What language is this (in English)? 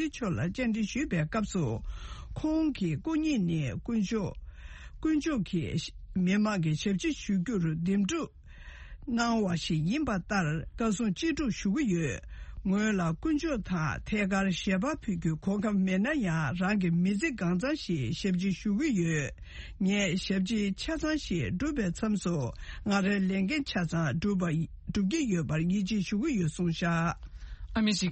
Tibetan